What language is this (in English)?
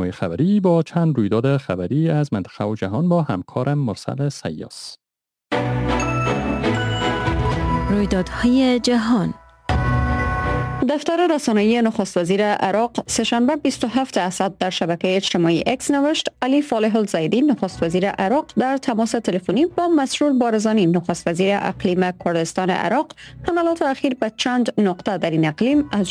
Persian